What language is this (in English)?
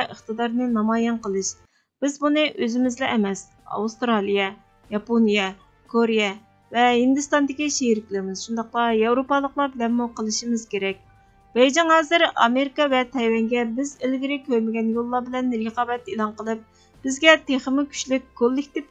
Uyghur